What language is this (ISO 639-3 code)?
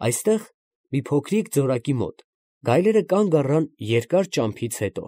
hye